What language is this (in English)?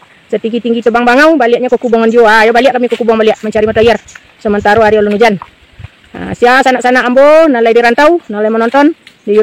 Minangkabau